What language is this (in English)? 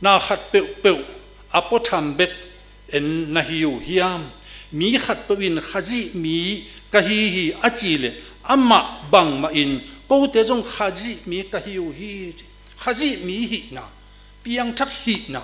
Tedim Chin